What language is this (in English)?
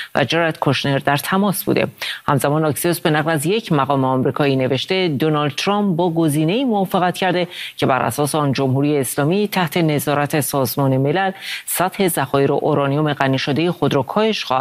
Persian